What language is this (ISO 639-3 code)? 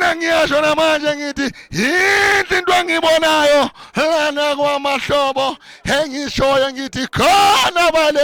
zul